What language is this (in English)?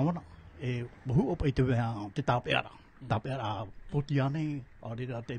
Tahitian